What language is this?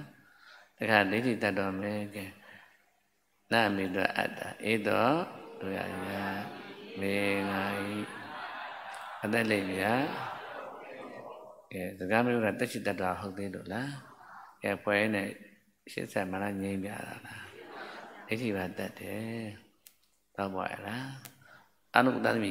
Burmese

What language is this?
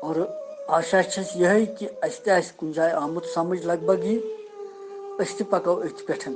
Kashmiri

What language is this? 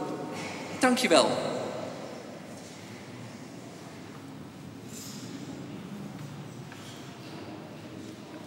Dutch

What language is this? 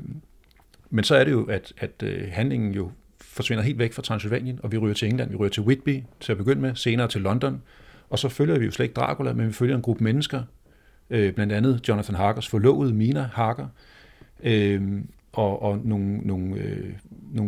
Danish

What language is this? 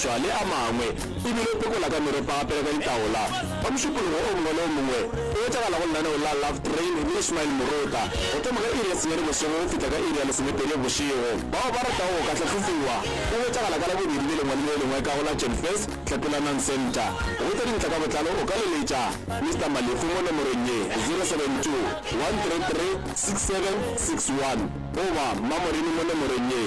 Northern Sotho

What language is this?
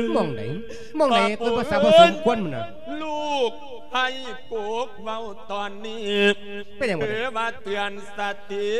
Lao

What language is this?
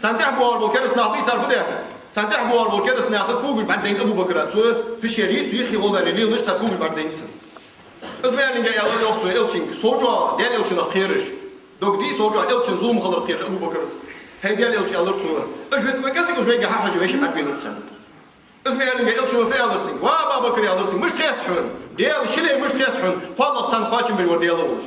Ingush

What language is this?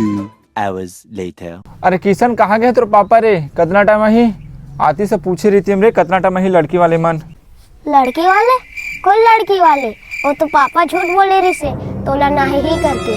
Chhattisgarhi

